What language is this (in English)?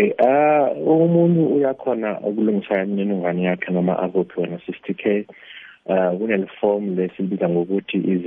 South Ndebele